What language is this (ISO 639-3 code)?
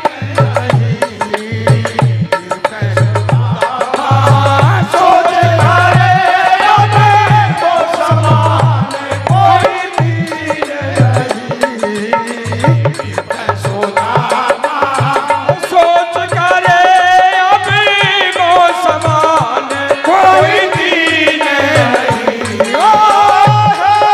hin